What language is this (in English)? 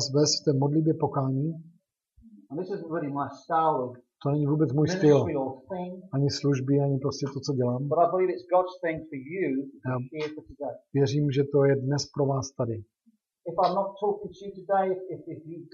Czech